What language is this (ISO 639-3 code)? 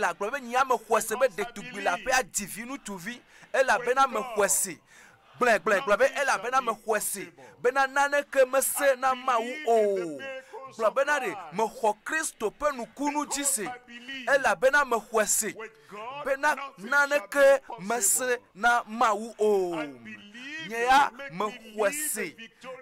ewe